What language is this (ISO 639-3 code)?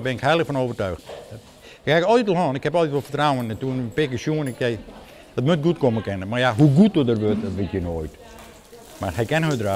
fry